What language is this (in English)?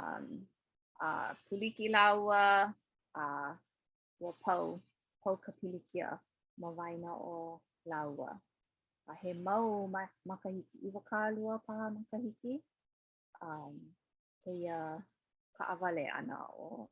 Hawaiian